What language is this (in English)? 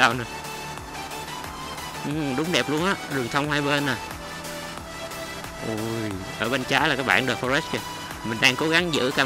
Vietnamese